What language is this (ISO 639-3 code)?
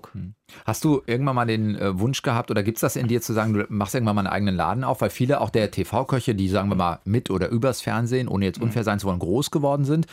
deu